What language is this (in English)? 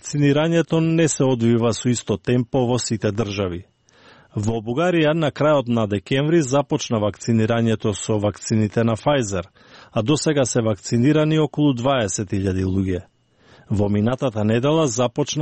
Macedonian